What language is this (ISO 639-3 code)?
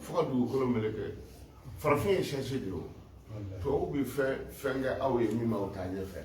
bam